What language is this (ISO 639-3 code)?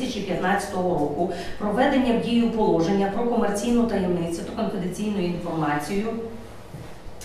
ukr